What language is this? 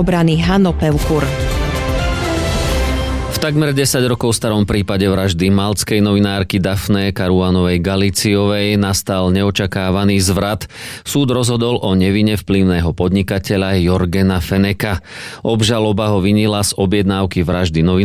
Slovak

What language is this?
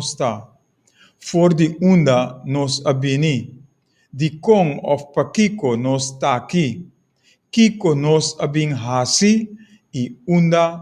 Papiamento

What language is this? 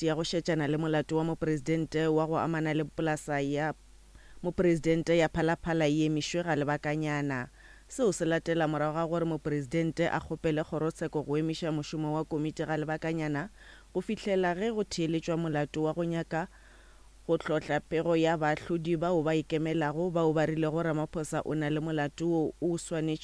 Northern Sotho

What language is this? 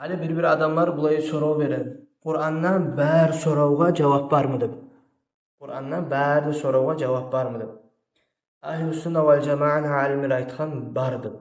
Kumyk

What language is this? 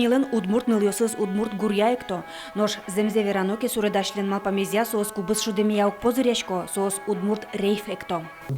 Udmurt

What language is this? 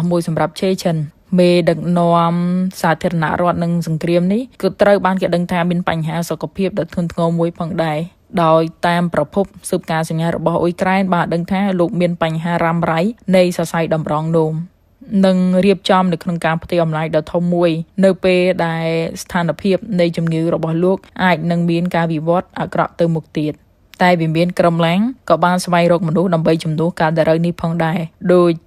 Khmer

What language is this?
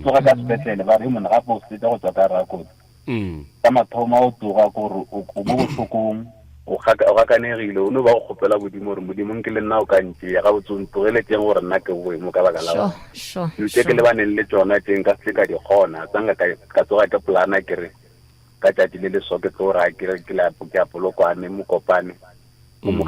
Northern Sotho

